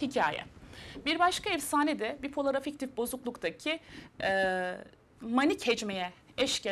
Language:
Turkish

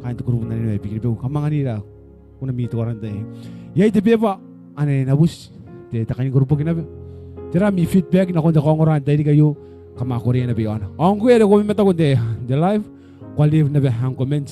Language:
Gilbertese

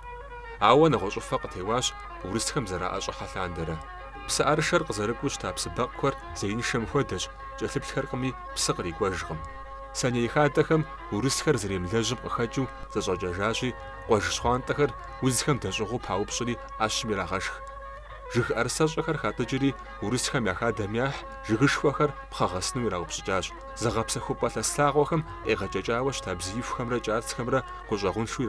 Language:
Kabardian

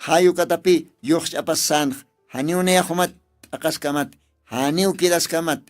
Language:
Aymara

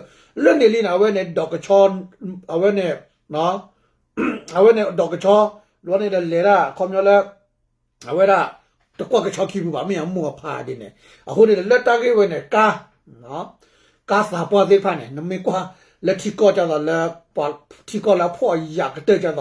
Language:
S'gaw Karen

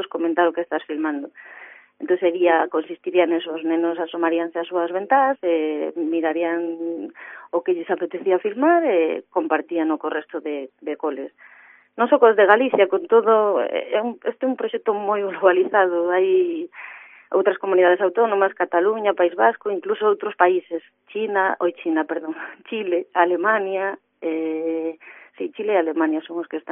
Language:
Galician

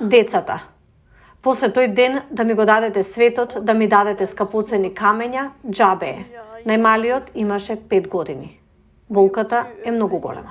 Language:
Macedonian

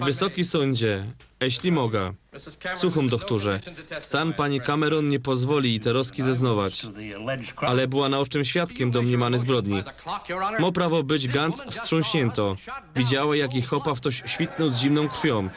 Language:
Silesian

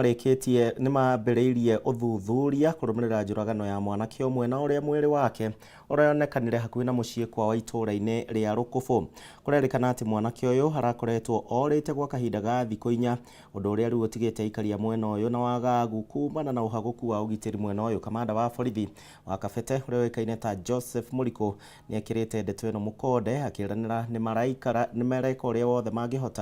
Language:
Kikuyu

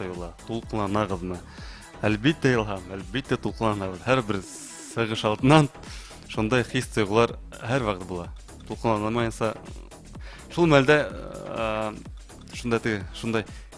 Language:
Bashkir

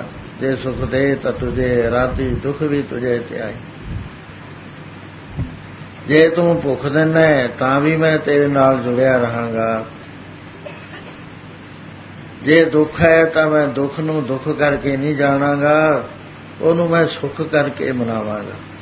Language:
Punjabi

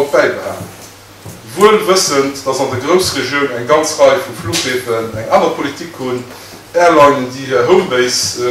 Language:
Luxembourgish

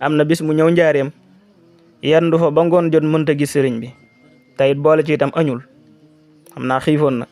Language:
Wolof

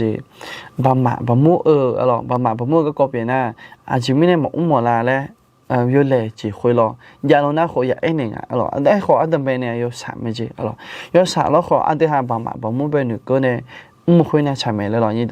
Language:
Akha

